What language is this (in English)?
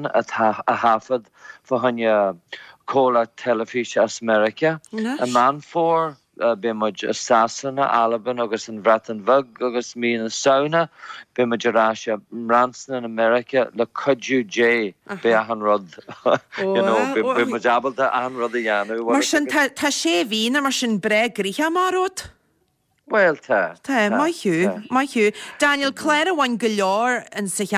Irish